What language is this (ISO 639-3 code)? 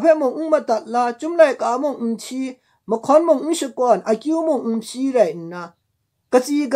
kac